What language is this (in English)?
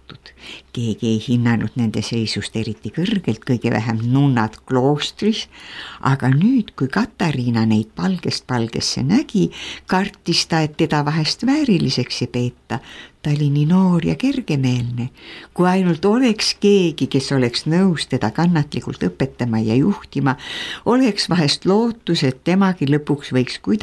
Estonian